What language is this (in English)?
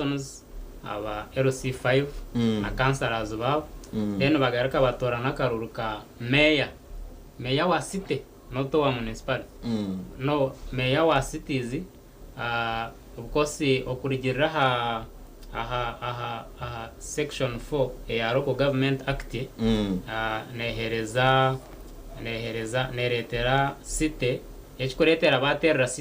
Nyankole